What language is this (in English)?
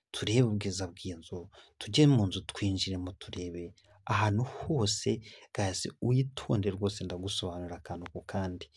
Kinyarwanda